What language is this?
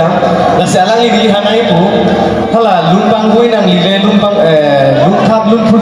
Karbi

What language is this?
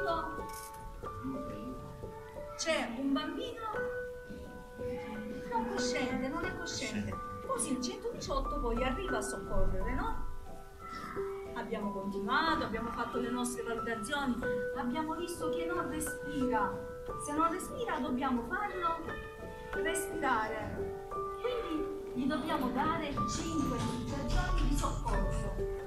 Italian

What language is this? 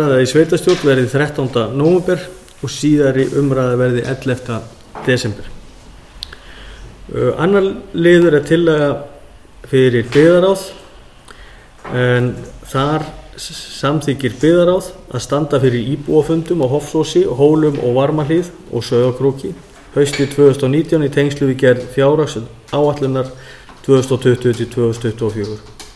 Icelandic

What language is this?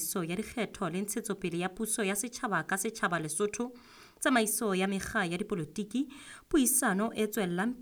Southern Sotho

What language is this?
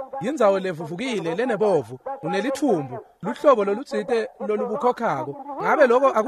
Swati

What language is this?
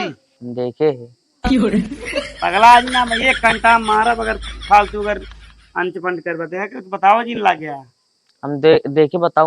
Awadhi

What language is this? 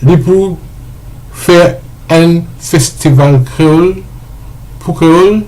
Morisyen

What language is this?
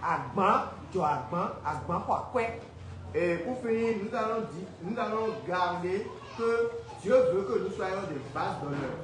Fon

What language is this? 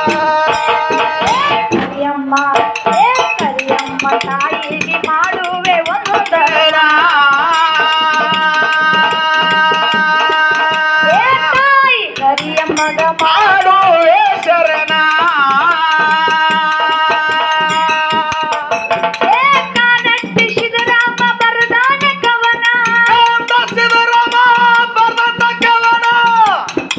Kannada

